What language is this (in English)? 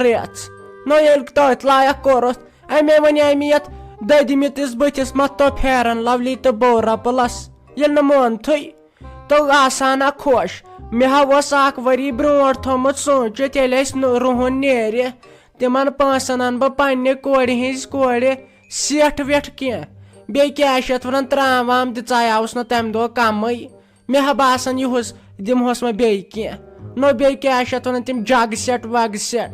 Kashmiri